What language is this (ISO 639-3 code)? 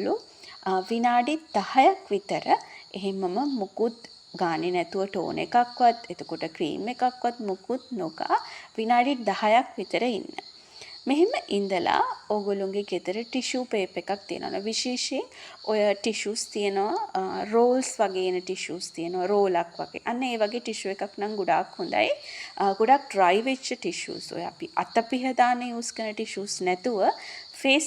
sin